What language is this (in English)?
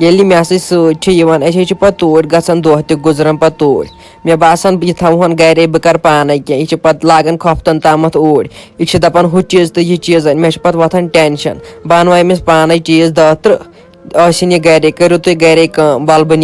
Kashmiri